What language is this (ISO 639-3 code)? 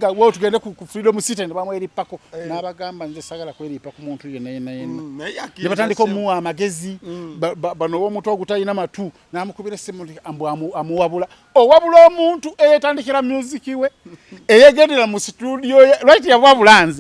lug